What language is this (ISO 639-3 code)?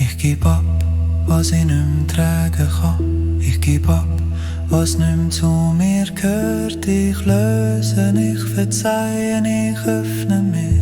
gsw